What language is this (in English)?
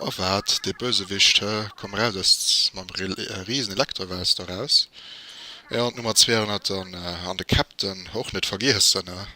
Luxembourgish